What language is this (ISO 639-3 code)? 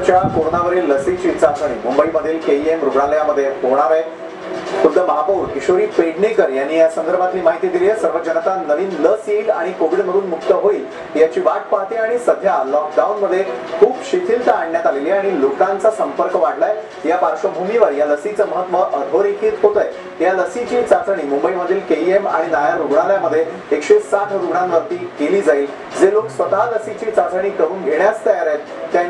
mar